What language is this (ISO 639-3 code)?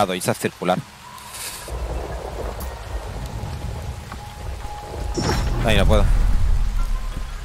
spa